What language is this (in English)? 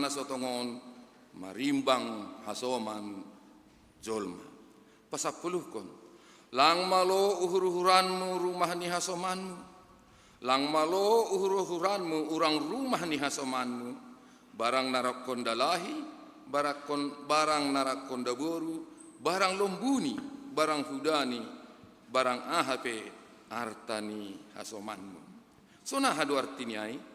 Batak Simalungun